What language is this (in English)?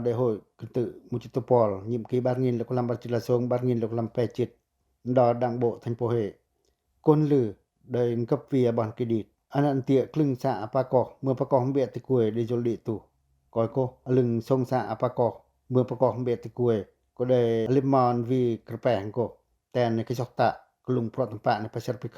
Pacoh